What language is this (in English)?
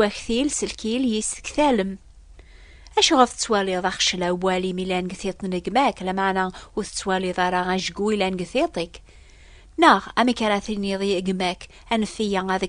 Kabyle